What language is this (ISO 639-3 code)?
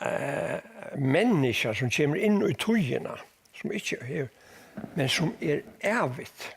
fao